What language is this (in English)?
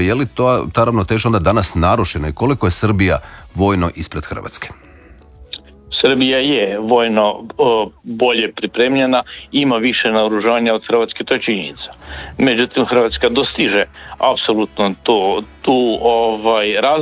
Croatian